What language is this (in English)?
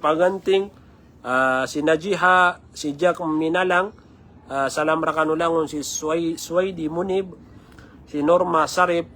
Maranao